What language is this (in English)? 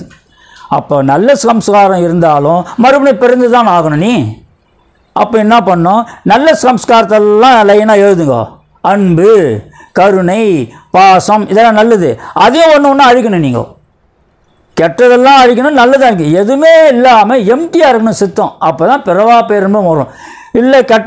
Tamil